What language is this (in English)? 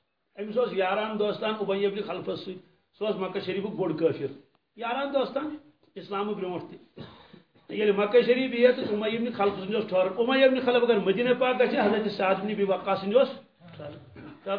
Kashmiri